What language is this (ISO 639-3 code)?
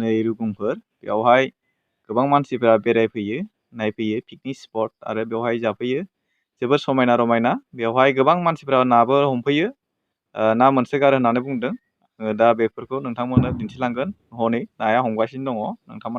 brx